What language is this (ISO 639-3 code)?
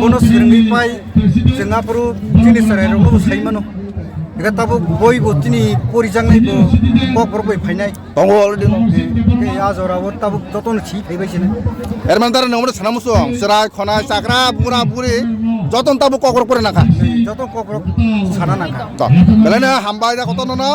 trp